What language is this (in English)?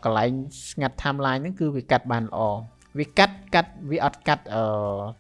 Khmer